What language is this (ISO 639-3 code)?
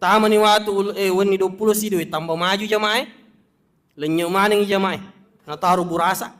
bug